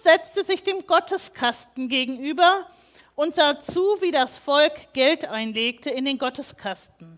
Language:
German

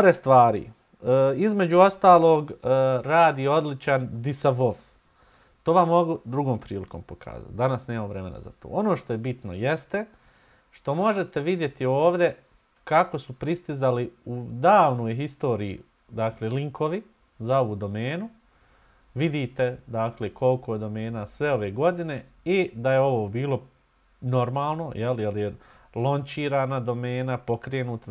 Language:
Bosnian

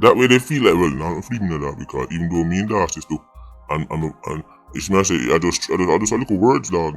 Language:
Jamaican Creole English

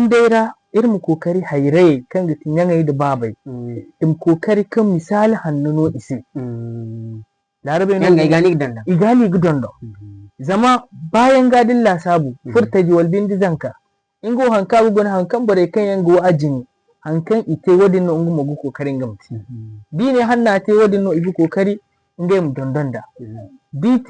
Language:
Zarma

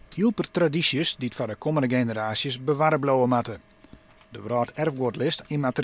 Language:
Western Frisian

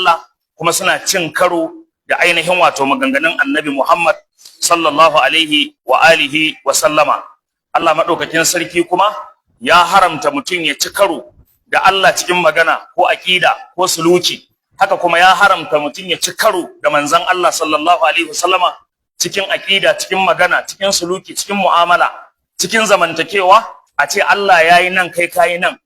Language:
Hausa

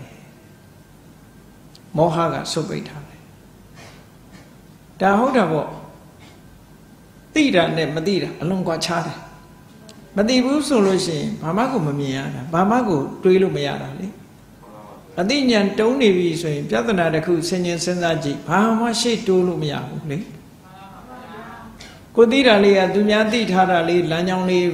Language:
Burmese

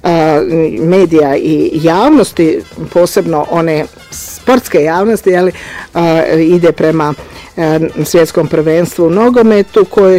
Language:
Croatian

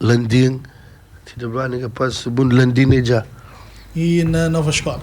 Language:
Kabuverdianu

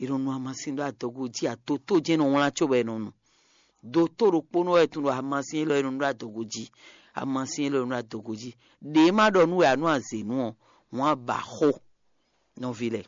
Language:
Fon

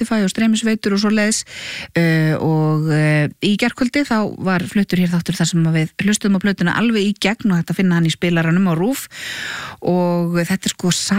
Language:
Icelandic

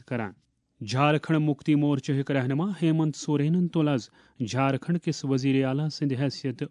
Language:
Kashmiri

